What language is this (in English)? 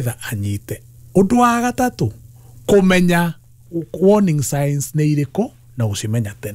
Kikuyu